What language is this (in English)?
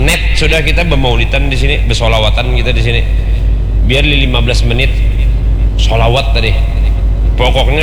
Banjar